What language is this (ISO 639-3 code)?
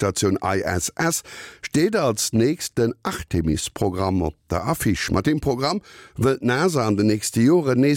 ltz